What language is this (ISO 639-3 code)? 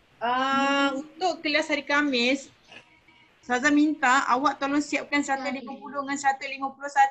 msa